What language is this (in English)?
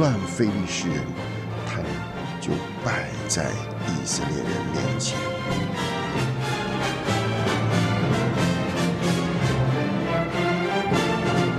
Chinese